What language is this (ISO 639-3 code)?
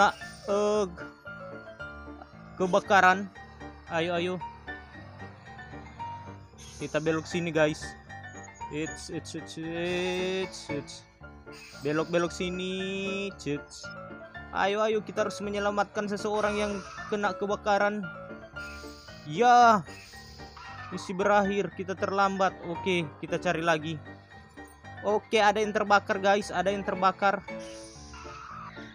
ind